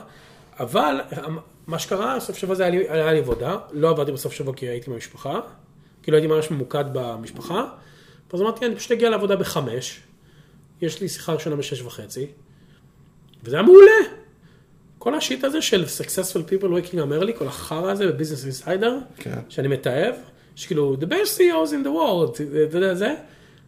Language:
Hebrew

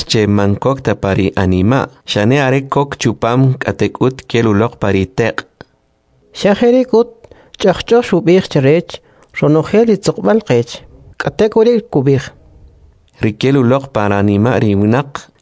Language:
Kʼicheʼ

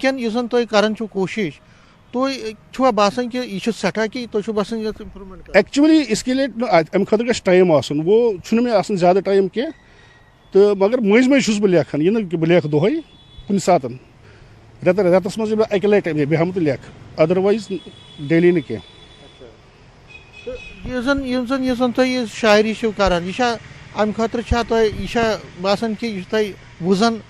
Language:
Kashmiri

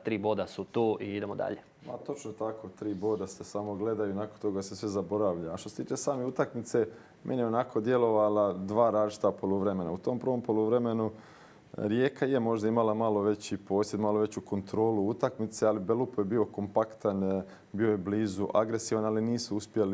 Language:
Croatian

